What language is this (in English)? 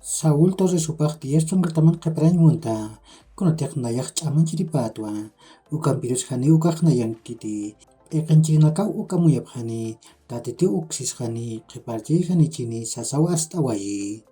Aymara